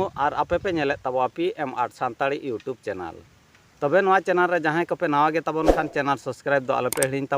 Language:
Santali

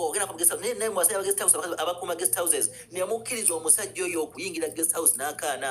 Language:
Ganda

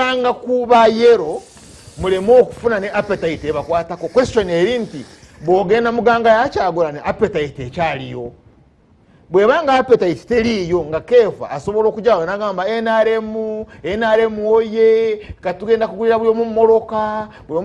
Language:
Ganda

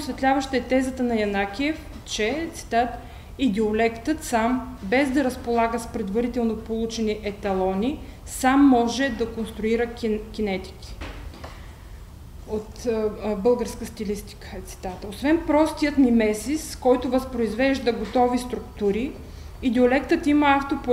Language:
Bulgarian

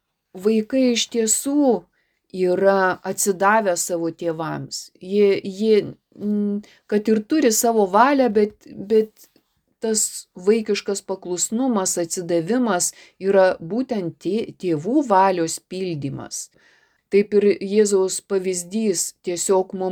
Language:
Lithuanian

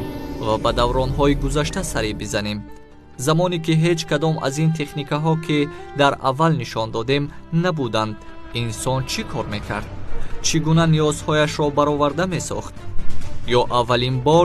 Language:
Tajik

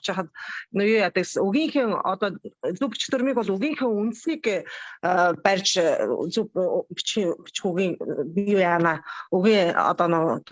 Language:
Mongolian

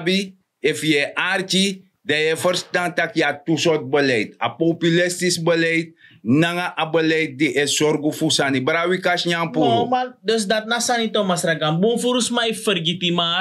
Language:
Sranan Tongo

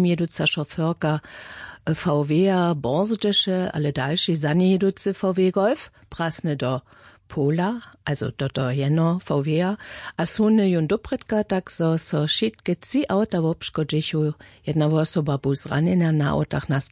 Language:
Upper Sorbian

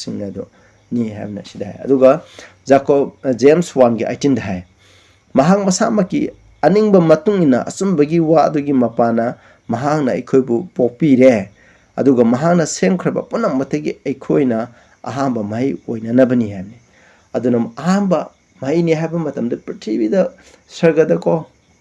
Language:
Manipuri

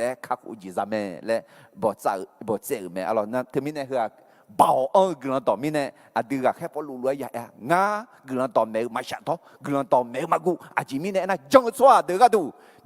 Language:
Akha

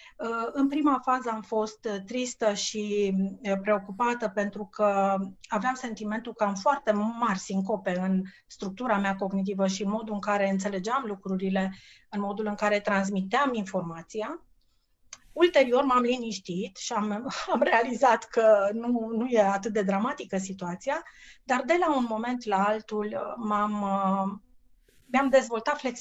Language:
Romanian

